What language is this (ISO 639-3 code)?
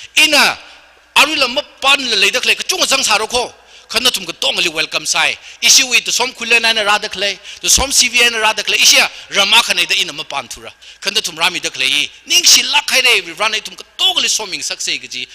nmf